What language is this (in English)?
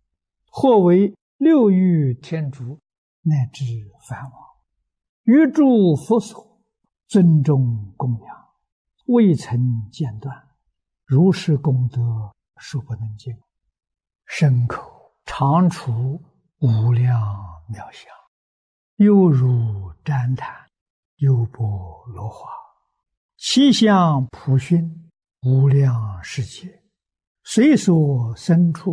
Chinese